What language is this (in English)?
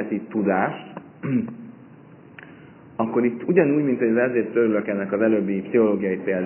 Hungarian